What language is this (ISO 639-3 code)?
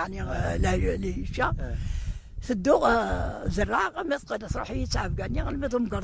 kab